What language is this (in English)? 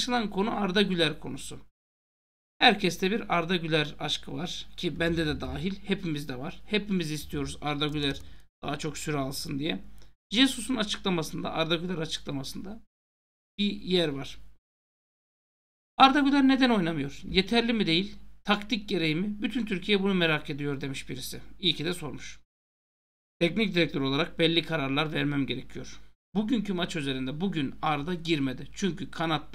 Turkish